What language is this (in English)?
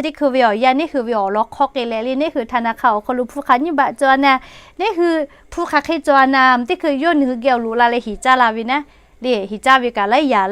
Lahu